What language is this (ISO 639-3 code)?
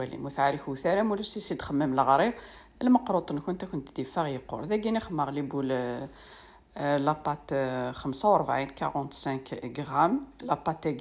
kab